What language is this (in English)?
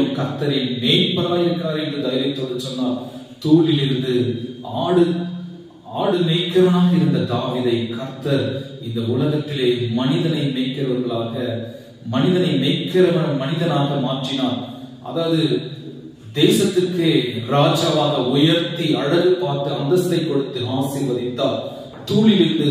Tamil